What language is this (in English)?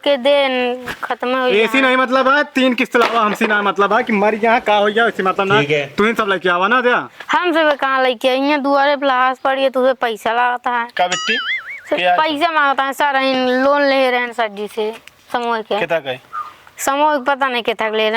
Awadhi